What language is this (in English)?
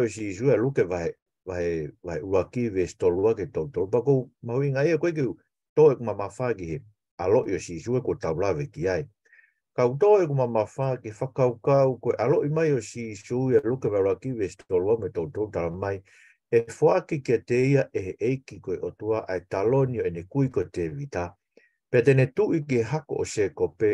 Tongan